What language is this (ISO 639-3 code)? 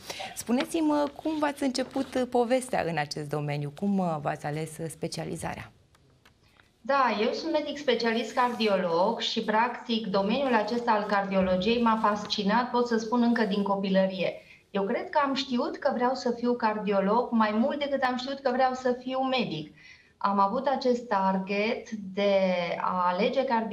ron